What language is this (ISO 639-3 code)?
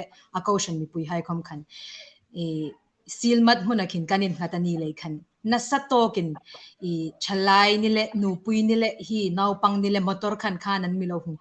hmr